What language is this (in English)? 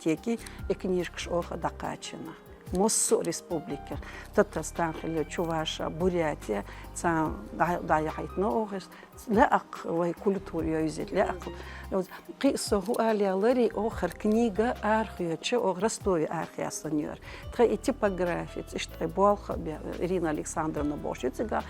Chechen